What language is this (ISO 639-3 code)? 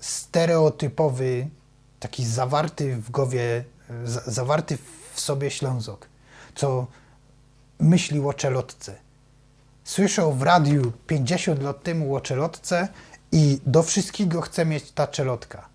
szl